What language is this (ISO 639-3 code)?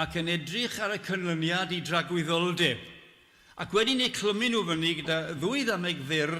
cym